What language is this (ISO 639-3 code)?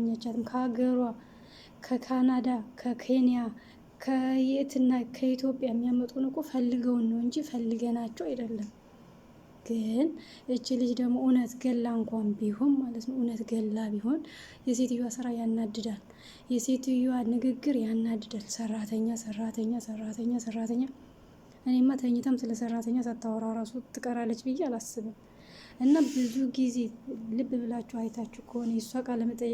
amh